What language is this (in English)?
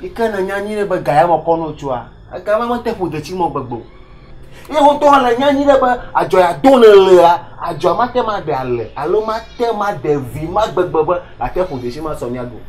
Ewe